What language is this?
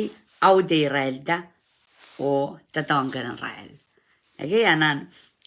Pohnpeian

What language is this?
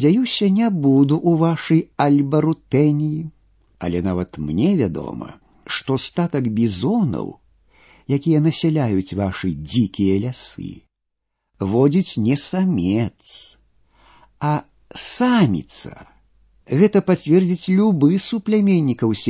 Belarusian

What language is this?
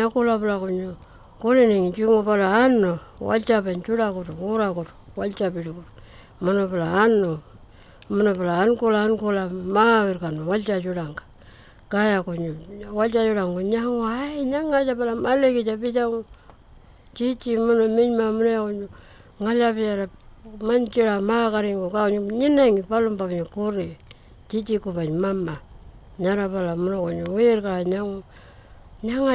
Pitjantjatjara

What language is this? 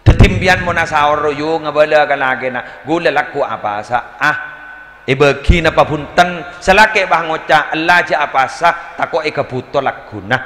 Madurese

